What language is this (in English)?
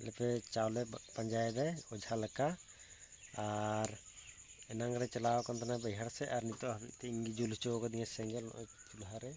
Santali